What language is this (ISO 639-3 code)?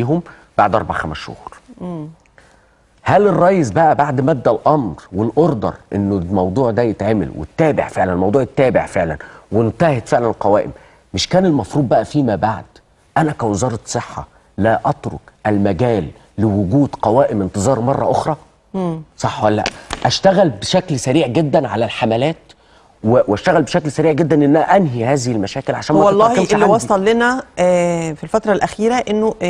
arz